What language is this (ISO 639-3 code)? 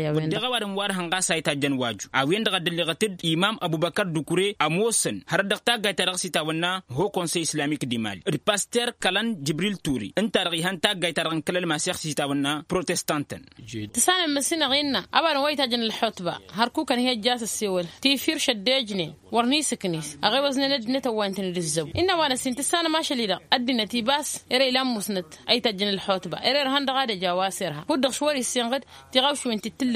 taq